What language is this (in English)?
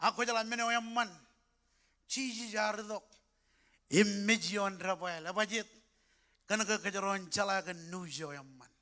Marshallese